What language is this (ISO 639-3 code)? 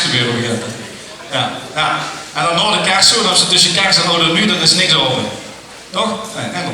lim